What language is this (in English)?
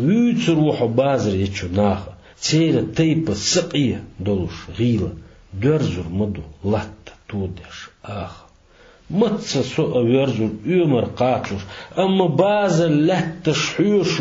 Chechen